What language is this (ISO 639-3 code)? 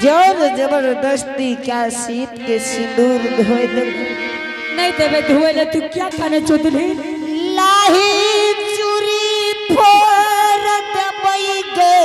anp